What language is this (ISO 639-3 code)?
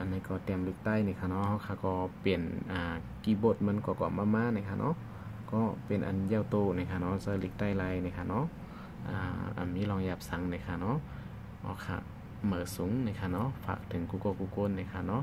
shn